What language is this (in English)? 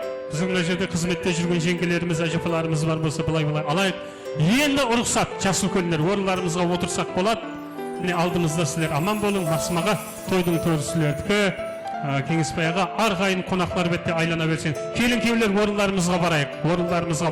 Kara-Kalpak